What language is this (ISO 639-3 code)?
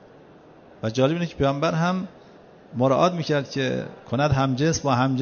fas